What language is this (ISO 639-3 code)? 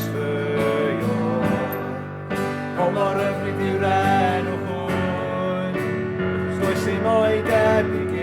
cym